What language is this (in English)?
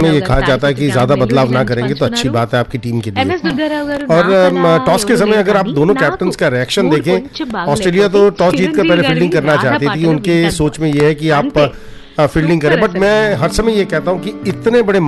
Hindi